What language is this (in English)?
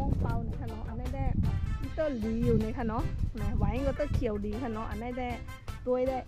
Shan